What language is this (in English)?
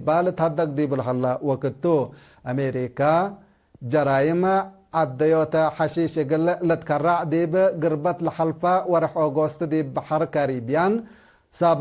Tigre